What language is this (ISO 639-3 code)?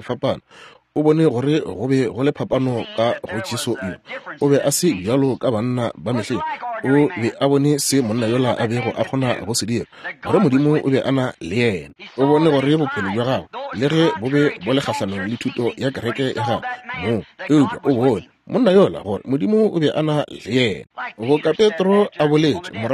nso